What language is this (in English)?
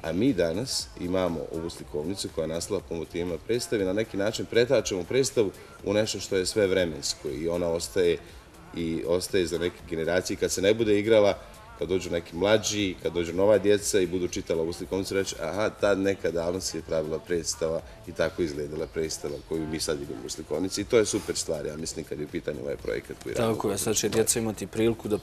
Bosnian